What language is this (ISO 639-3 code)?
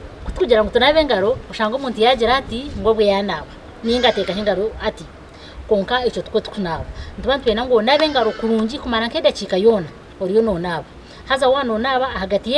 nyn